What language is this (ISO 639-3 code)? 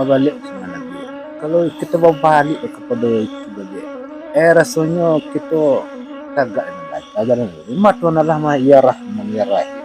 min